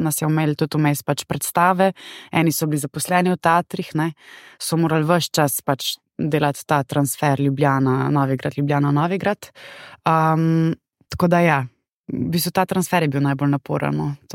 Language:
Slovenian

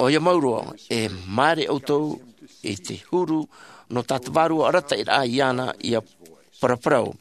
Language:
Tahitian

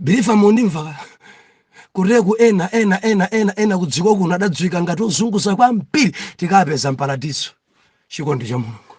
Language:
Nyanja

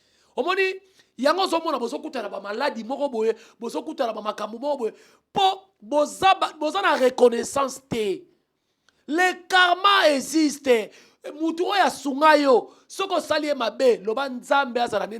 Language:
Lingala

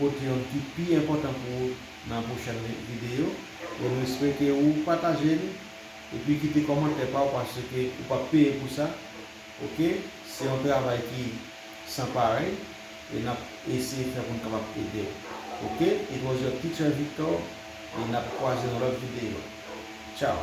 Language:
Haitian Creole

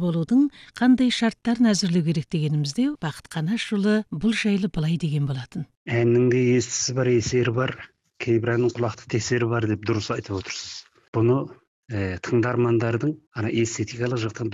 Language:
Kazakh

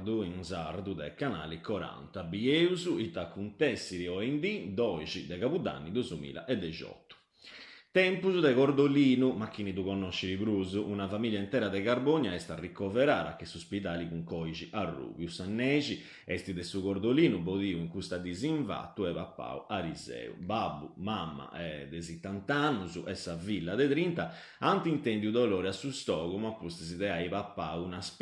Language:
Sardinian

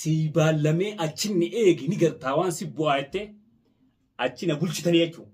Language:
Oromo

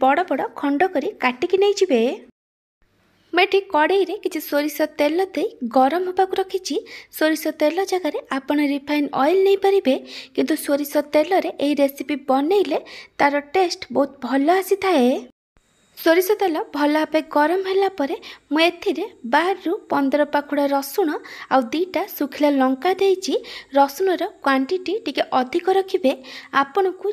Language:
Odia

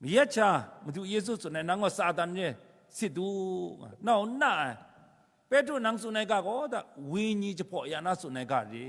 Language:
Kachin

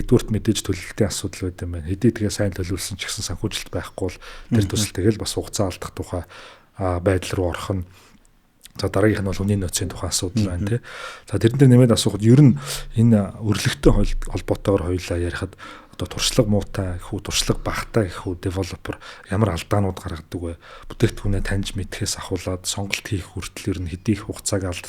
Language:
Mongolian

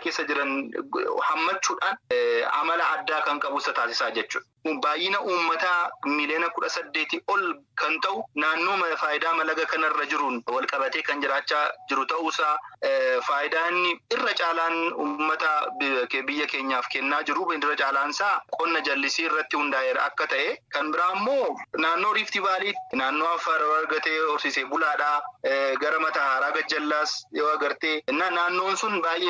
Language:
Oromo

